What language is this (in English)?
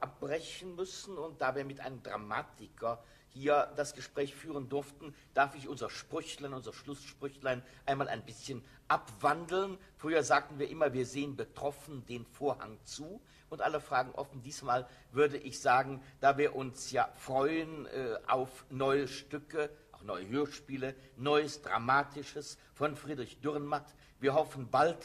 German